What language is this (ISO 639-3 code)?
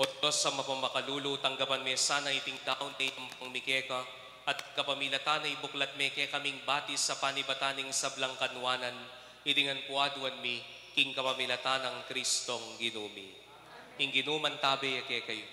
pam